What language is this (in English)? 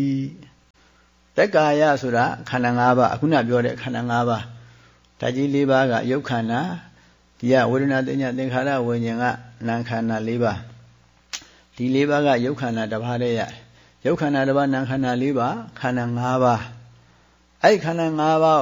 Burmese